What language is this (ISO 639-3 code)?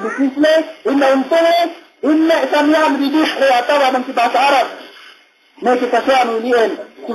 yka